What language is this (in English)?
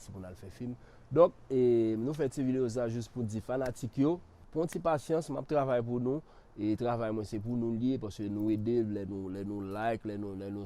Haitian Creole